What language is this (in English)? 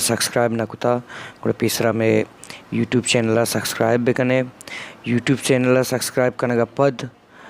Baluchi